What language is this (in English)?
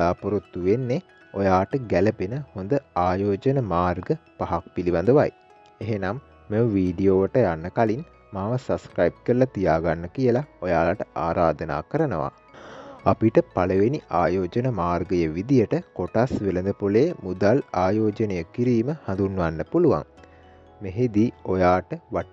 Sinhala